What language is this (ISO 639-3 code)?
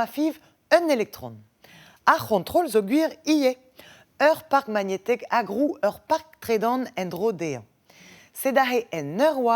bre